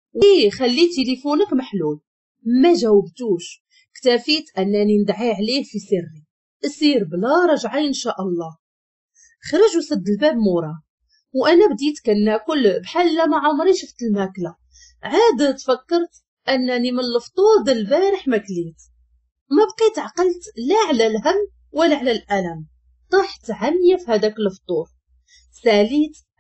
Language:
Moroccan Arabic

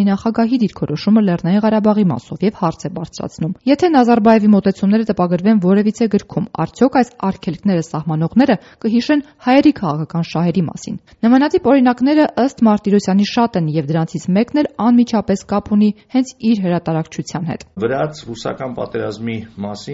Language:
Armenian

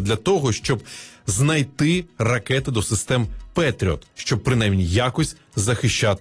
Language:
Ukrainian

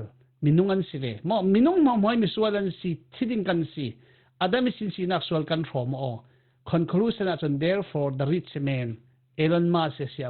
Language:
Falam Chin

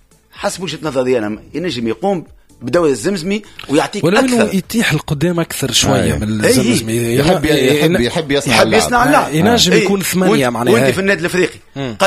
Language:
Tunisian Arabic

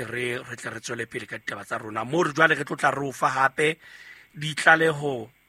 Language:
Southern Sotho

